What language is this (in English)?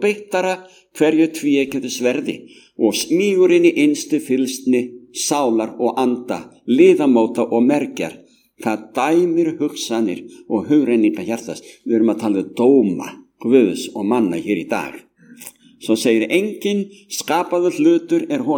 Icelandic